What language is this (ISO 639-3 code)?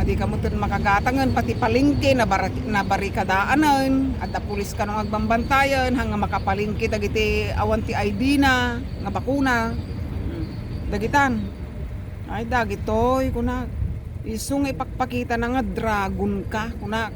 ilo